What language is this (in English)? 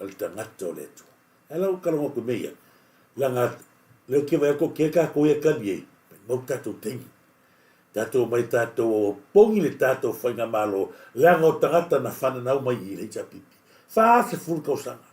Samoan